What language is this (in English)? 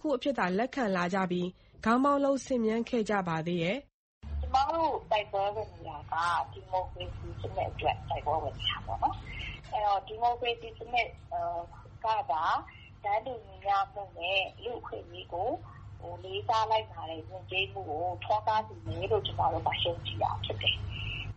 Burmese